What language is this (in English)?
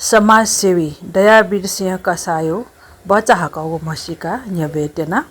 Newari